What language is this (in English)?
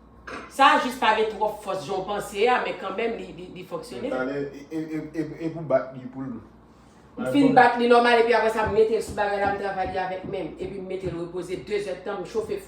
Haitian Creole